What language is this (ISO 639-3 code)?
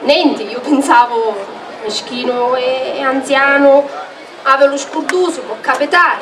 scn